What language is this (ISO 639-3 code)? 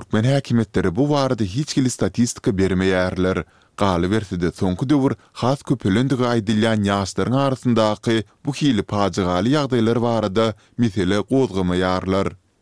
tuk